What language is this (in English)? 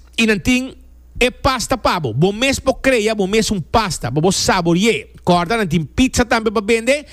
Papiamento